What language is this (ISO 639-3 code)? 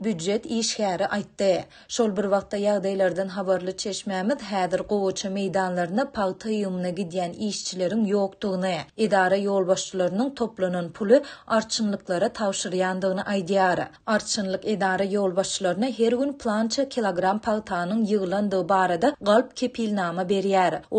tuk